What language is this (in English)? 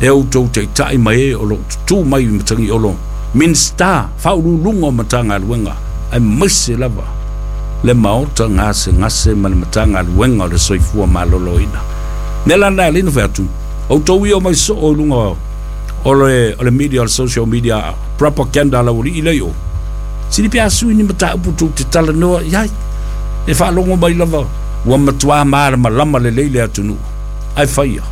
Samoan